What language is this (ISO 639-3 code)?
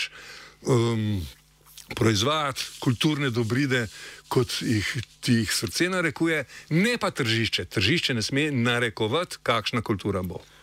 slv